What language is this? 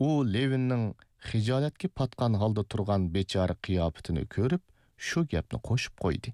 Uyghur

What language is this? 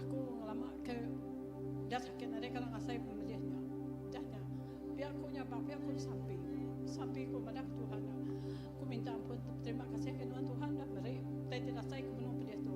Iban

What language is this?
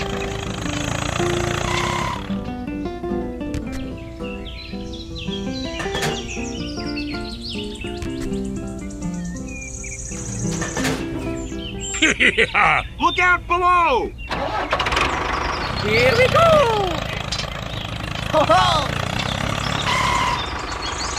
English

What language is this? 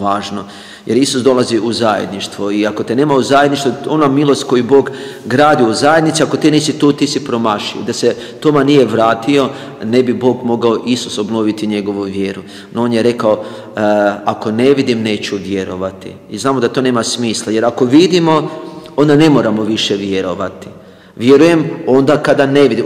Croatian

